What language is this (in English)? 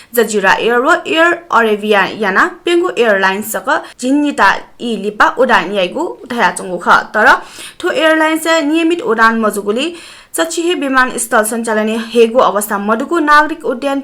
Newari